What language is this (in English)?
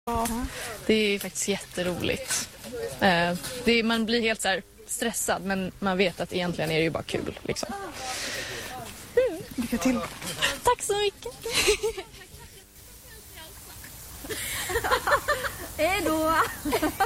Swedish